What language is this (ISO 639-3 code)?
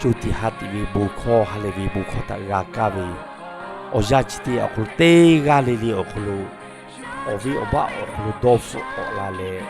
lhu